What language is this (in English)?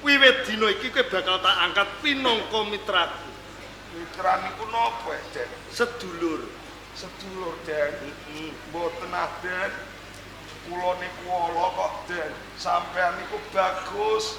Javanese